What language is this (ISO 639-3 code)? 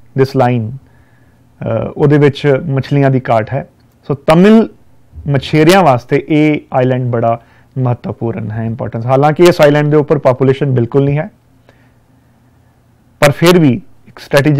pan